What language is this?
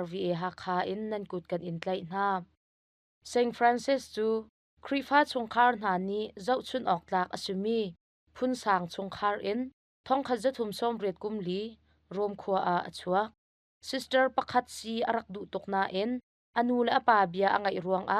Hakha Chin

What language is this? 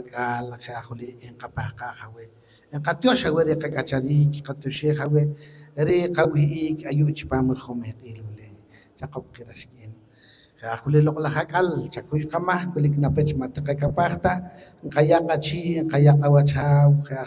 Poqomchi'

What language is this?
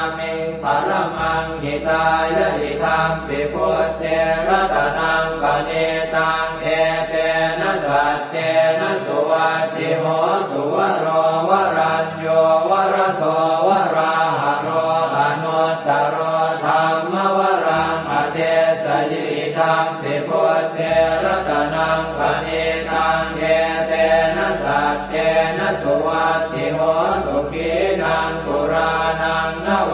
Pali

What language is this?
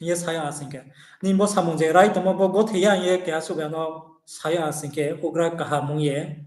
Riang (India)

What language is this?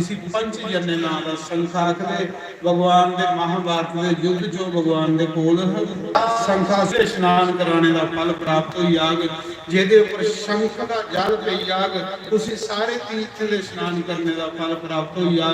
Dogri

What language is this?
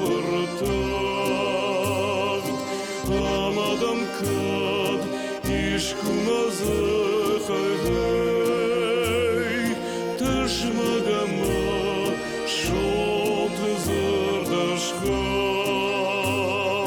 Ossetic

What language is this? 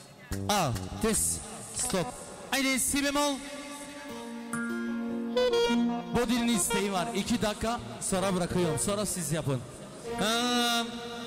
Turkish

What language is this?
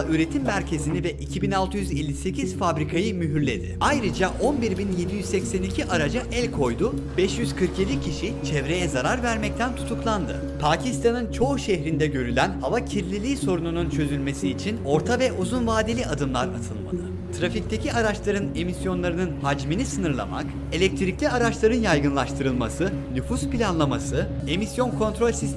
Turkish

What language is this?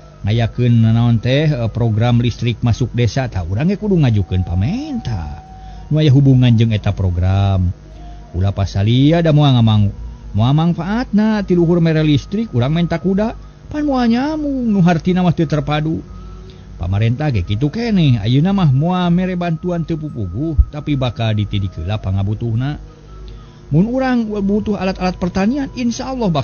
Sundanese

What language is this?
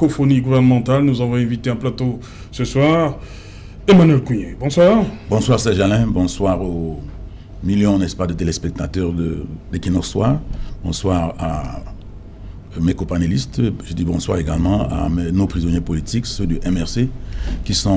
French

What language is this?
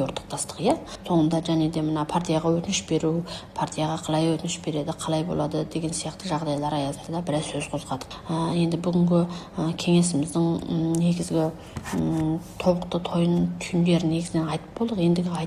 Kazakh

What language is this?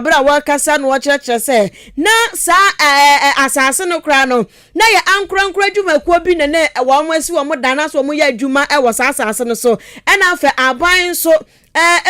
Akan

